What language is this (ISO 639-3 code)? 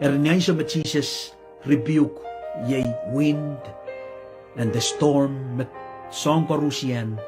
pon